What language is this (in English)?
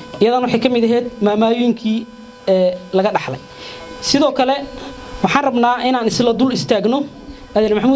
Somali